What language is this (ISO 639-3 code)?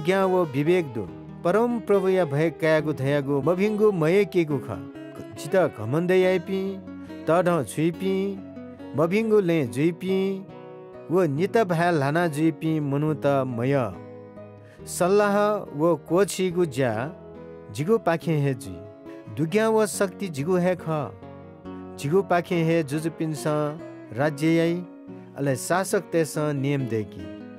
new